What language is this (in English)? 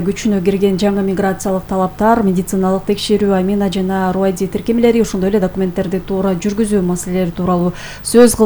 Kyrgyz